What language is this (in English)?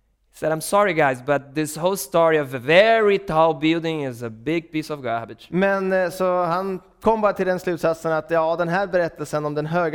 Swedish